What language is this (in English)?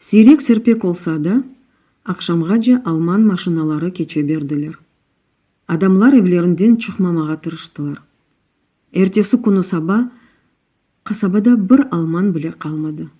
Crimean Tatar